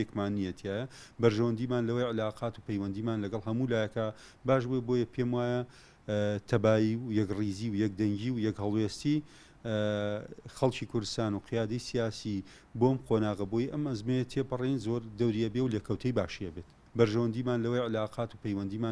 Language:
Central Kurdish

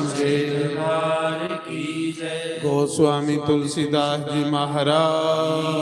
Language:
Dogri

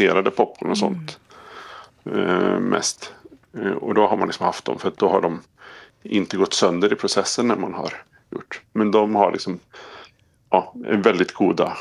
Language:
Swedish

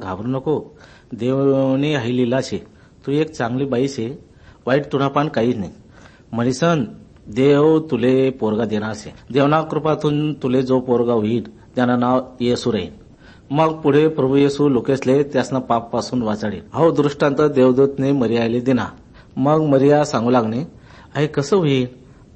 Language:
Ahirani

